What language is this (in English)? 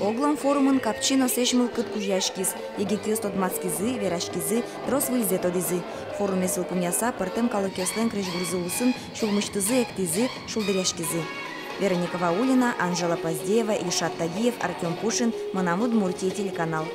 Udmurt